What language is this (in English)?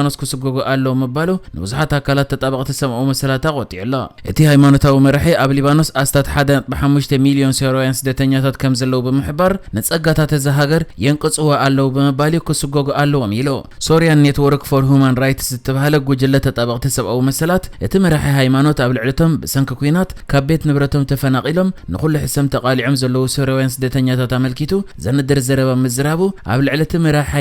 Tigrinya